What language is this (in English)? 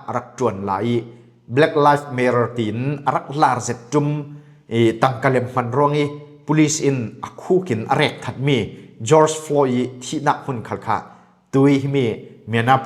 Falam Chin